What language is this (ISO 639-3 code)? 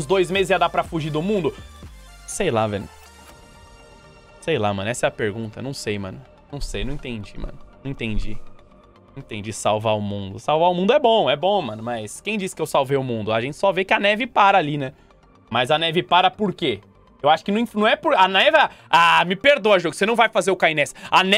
por